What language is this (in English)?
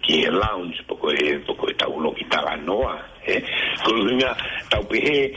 Tongan